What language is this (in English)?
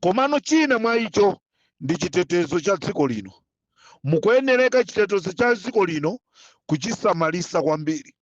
Nyanja